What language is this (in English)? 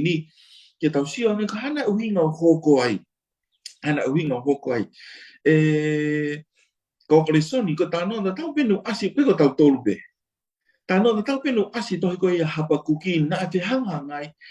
Tongan